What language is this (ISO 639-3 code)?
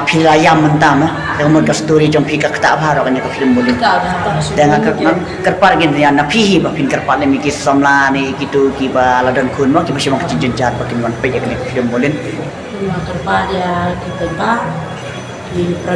kha